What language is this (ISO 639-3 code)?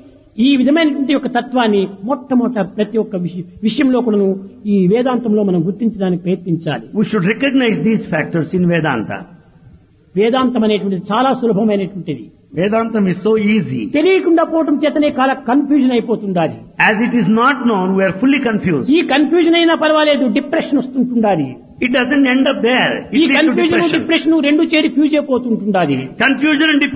tel